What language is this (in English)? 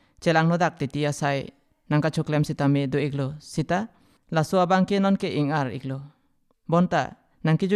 Karbi